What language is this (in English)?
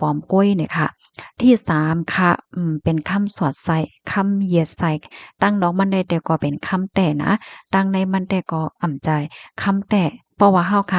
Shan